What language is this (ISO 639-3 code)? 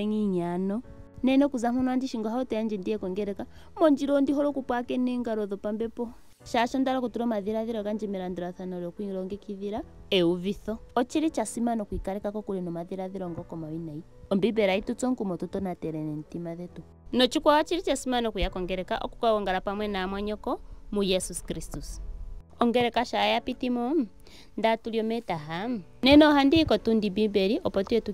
ndo